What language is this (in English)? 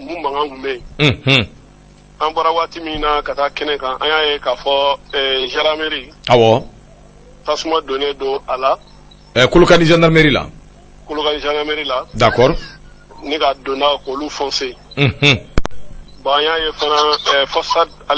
Bambara